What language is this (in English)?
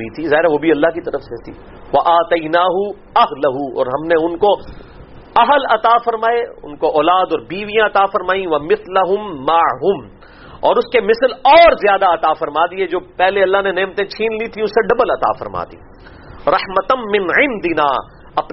Urdu